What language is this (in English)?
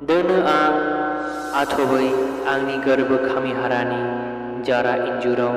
Bodo